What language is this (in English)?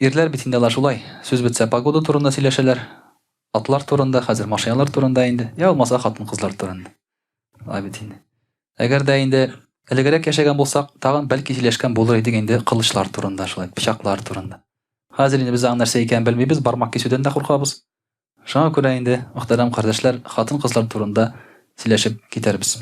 Tatar